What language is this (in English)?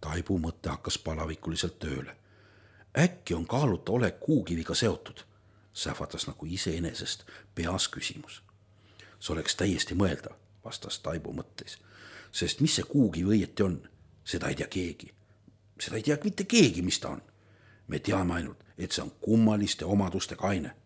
Estonian